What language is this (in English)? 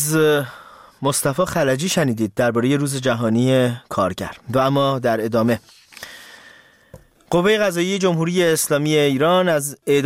Persian